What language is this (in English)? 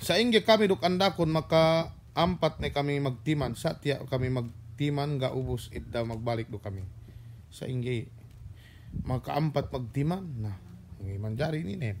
Yakan